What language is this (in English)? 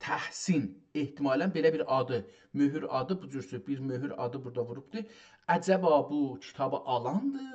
South Azerbaijani